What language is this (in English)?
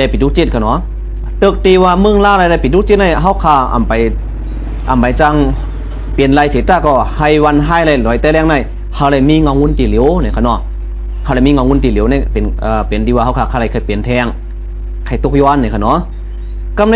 Shan